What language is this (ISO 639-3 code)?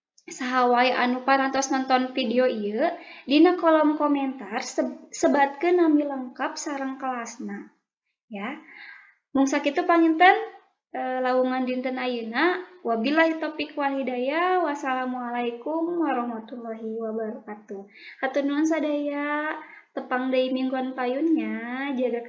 sun